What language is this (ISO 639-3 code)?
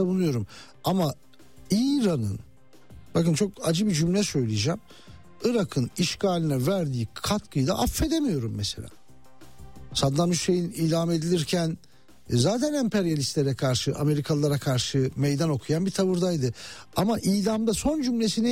tur